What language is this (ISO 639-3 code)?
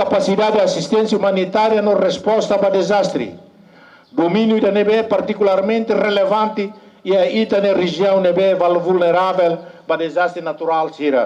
tet